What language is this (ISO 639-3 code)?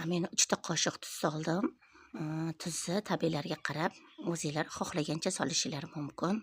uzb